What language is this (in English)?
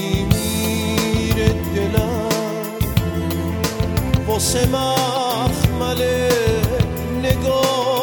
Persian